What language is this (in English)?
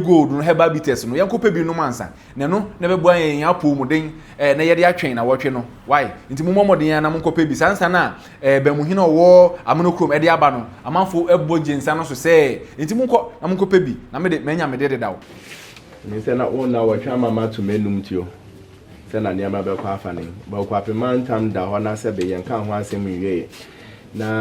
Akan